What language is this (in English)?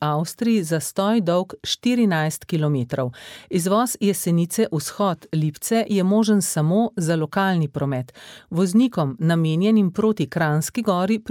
Slovenian